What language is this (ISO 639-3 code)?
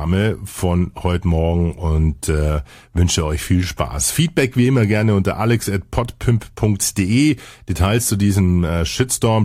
deu